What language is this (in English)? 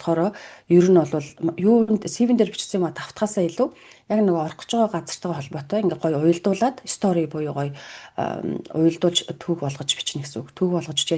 Mongolian